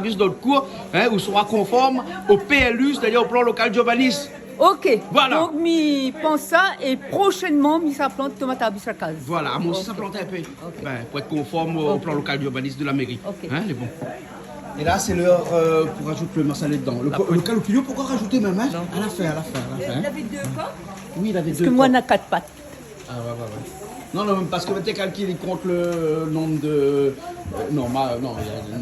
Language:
Réunion Creole French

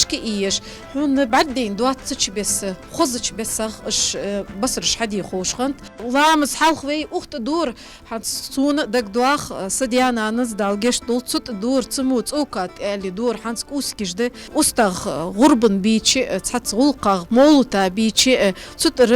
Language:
Ingush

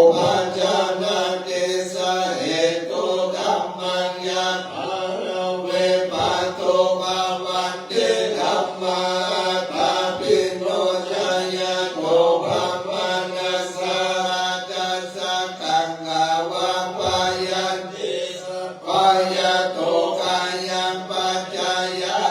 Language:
Pali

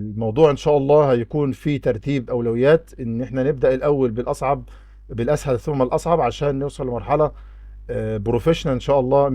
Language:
Egyptian Arabic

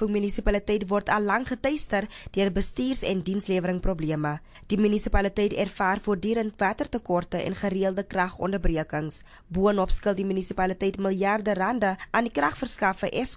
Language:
Afrikaans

